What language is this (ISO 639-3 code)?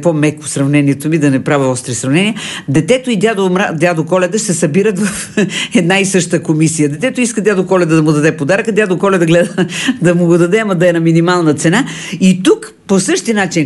bul